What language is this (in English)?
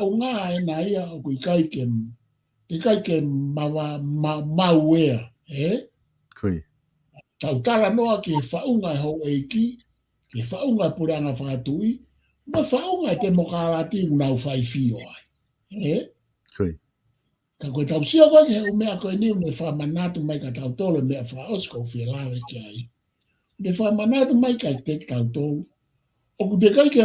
Tongan